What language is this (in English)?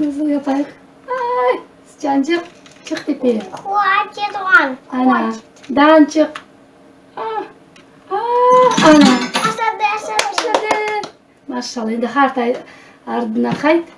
Crimean Tatar